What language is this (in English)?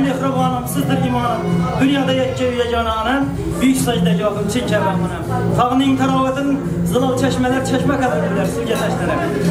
Kara-Kalpak